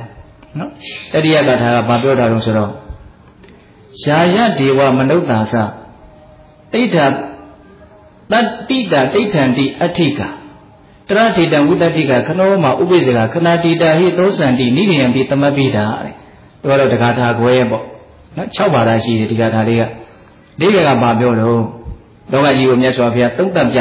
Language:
Burmese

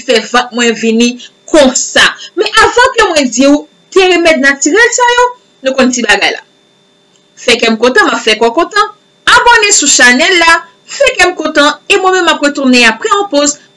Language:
Haitian Creole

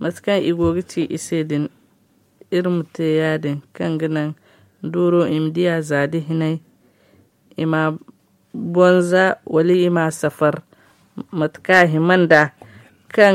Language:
Zarma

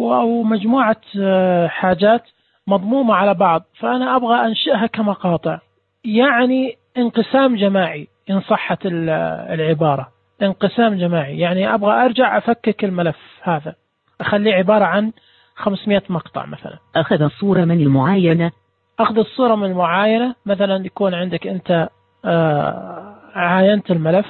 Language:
Najdi Arabic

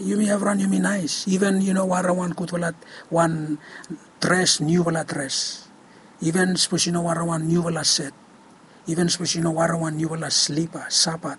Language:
Bislama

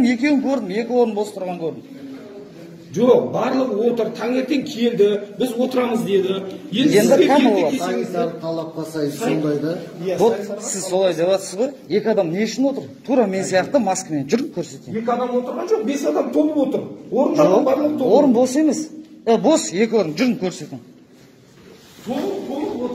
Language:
Kazakh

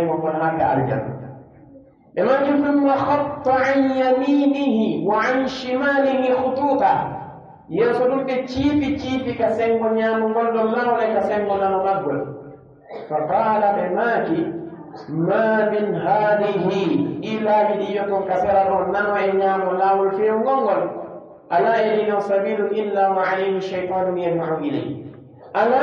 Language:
Pular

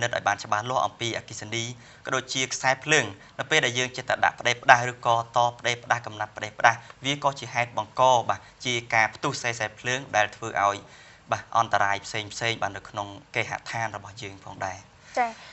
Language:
Khmer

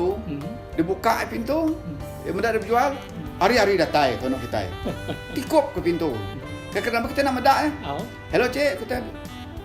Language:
Iban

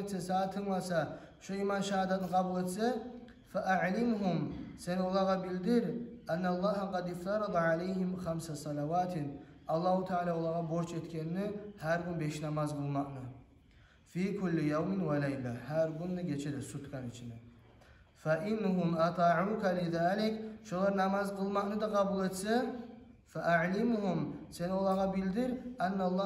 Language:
Kumyk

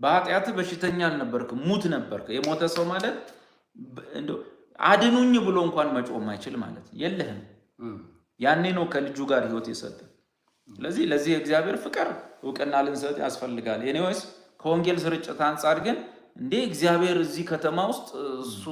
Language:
Amharic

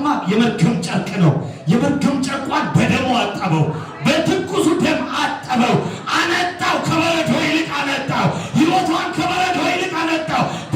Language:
Amharic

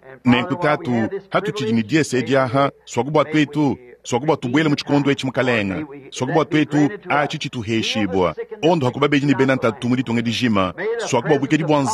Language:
Luba-Lulua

